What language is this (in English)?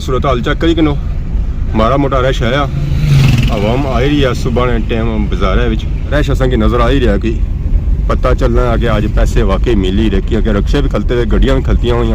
Pahari-Potwari